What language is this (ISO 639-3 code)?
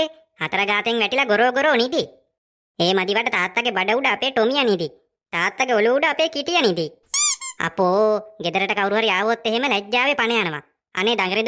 sin